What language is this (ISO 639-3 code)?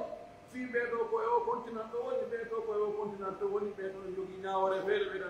fuf